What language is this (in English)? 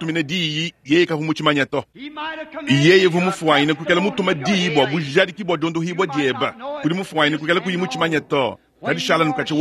Luba-Lulua